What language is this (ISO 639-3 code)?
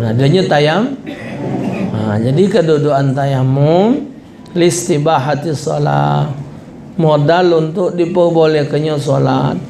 mui